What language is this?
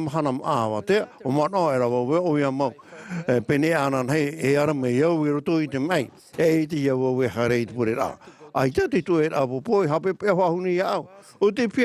Tahitian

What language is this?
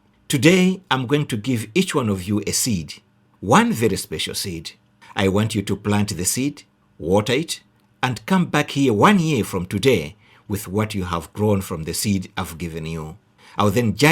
English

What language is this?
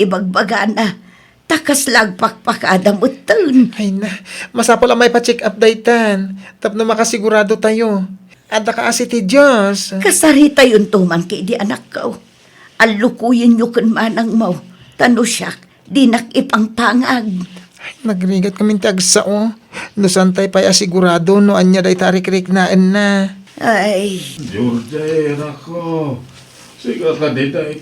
Iloko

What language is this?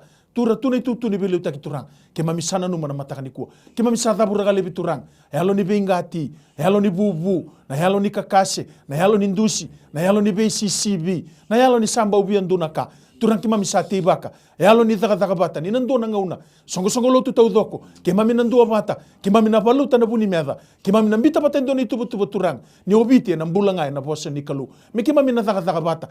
Fijian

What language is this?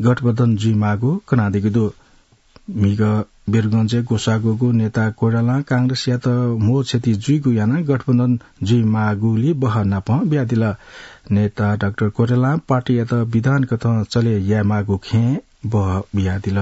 Newari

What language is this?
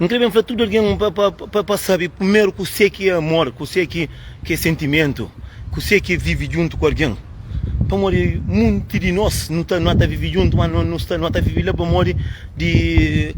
Kabuverdianu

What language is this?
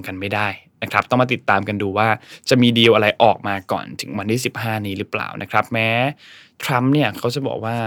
Thai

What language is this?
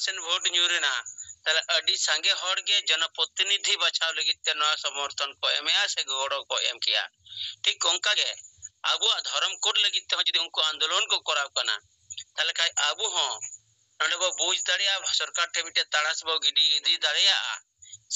Santali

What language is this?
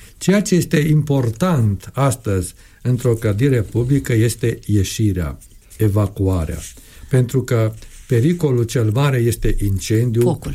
Romanian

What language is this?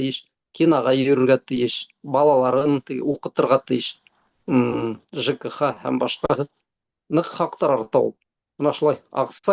Bashkir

